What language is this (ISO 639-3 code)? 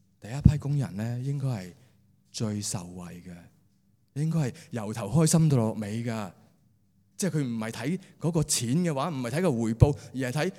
yue